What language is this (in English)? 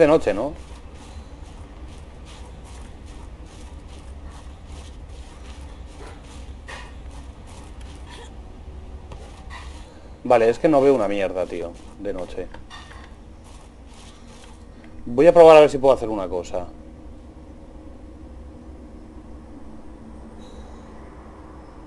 Spanish